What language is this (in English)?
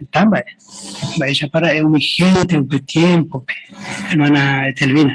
Guarani